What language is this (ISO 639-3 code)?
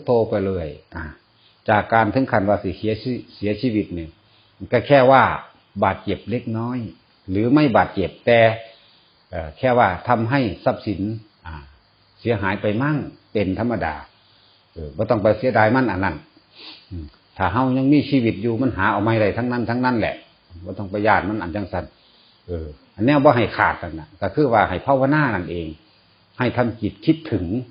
tts